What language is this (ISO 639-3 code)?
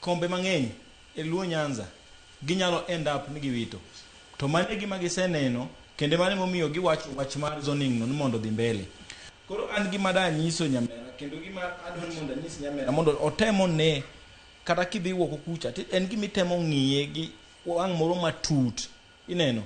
luo